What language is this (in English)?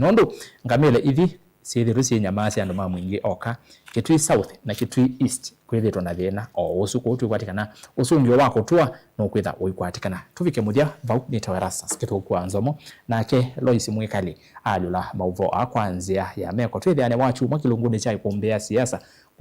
Kamba